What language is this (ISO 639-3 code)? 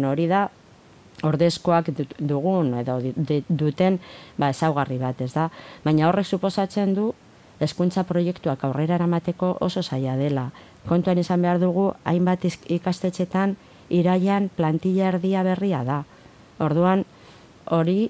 eus